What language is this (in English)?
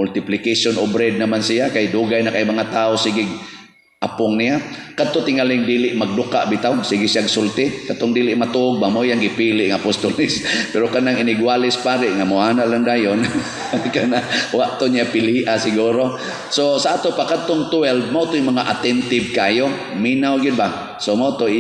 Cebuano